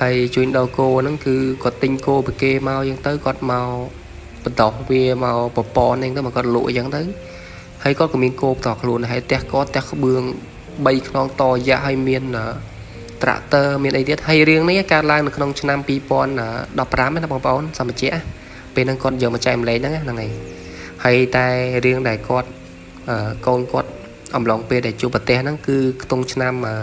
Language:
Khmer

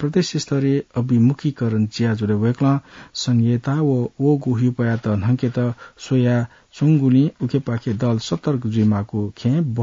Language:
Newari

